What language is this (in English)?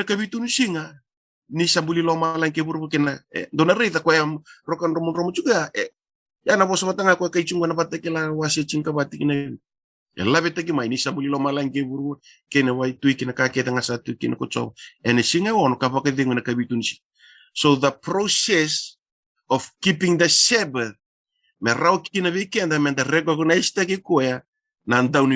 Fijian